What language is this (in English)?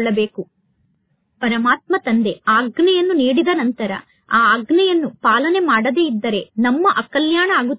Kannada